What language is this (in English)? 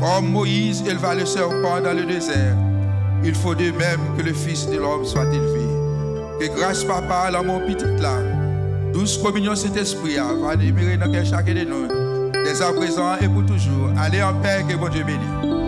Haitian Creole